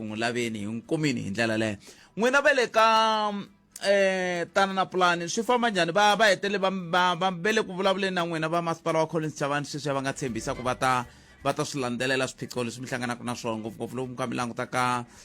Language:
Tsonga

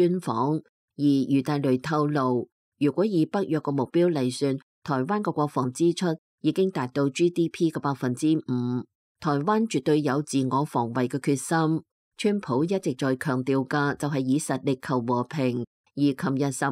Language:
Cantonese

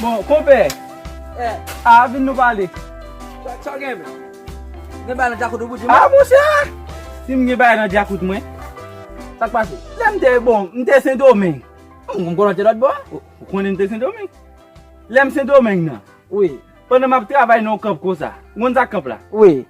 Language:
Haitian Creole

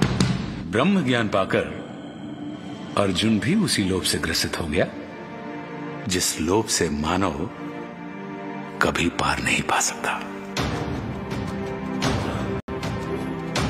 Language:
Hindi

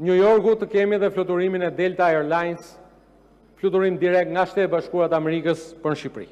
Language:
Albanian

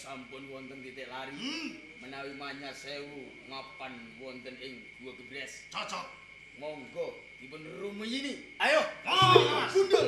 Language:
Javanese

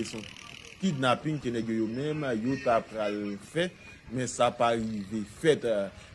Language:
Haitian Creole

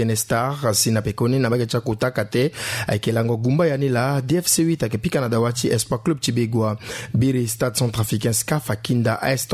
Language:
Sango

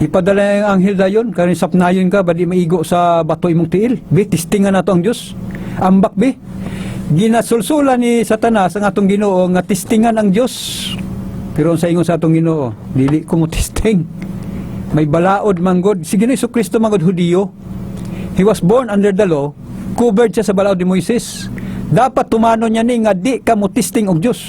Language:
Cebuano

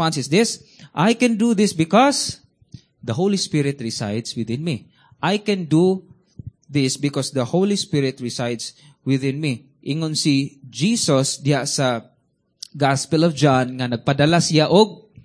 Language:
Cebuano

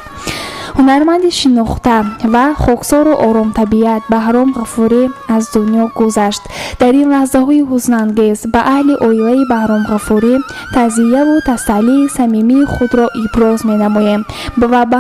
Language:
Tajik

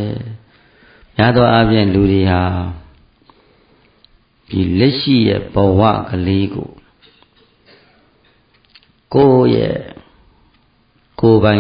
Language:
Burmese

